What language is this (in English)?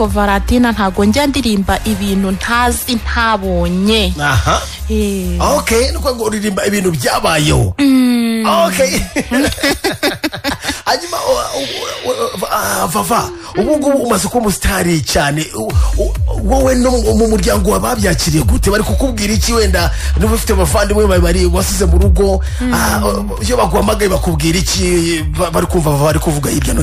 Kinyarwanda